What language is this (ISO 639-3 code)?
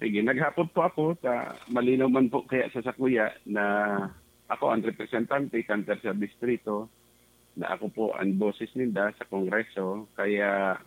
bik